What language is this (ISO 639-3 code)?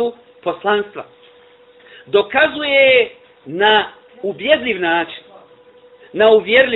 bos